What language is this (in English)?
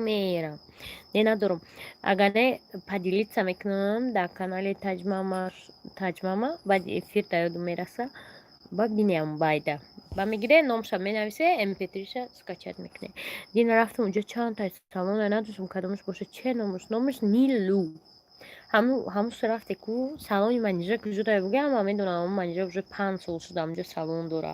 Tajik